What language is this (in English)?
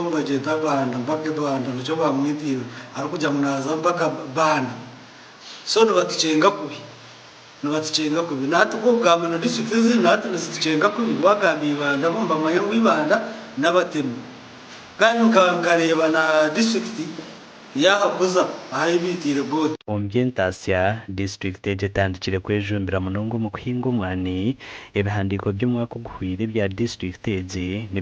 Nyankole